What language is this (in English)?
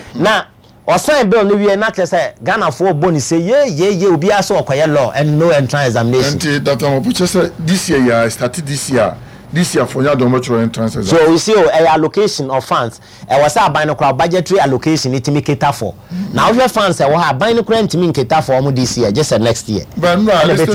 Akan